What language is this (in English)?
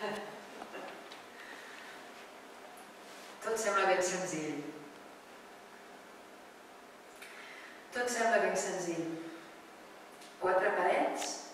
Catalan